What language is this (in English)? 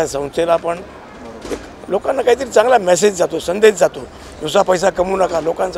Marathi